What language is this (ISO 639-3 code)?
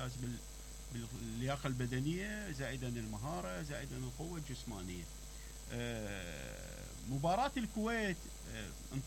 acm